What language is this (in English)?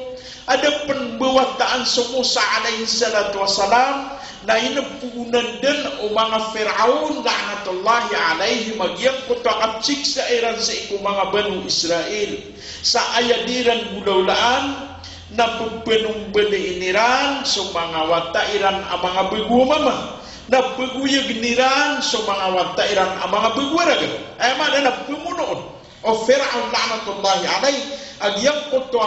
Maranao